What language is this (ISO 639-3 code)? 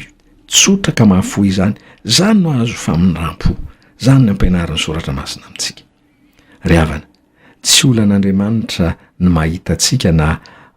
mlg